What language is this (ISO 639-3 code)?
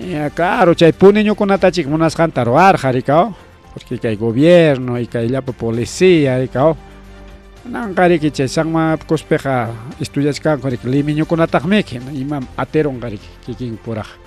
quy